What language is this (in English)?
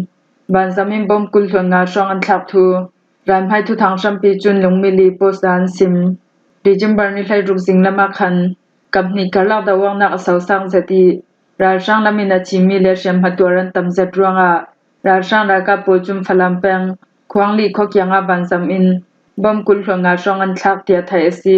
Falam Chin